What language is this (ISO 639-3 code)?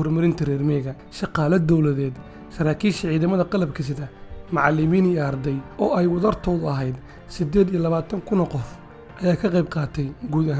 som